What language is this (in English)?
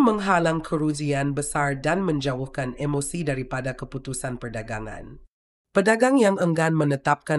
Malay